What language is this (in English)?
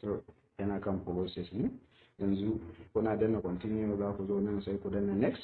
Hausa